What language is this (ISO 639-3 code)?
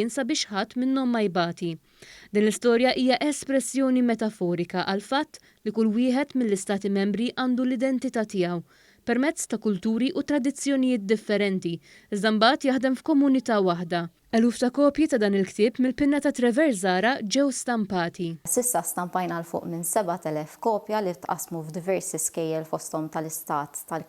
mlt